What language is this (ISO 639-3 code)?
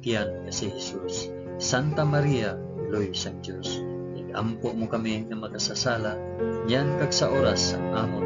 hil